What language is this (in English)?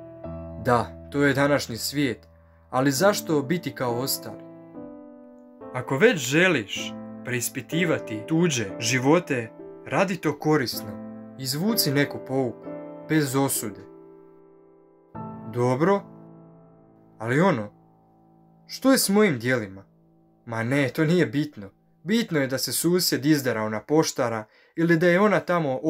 Croatian